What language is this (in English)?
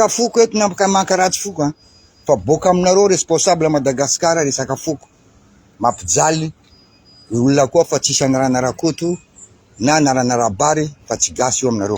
Malagasy